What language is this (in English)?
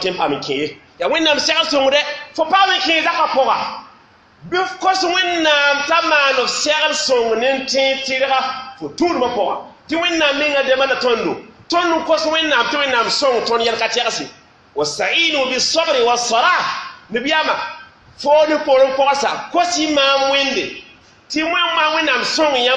Mossi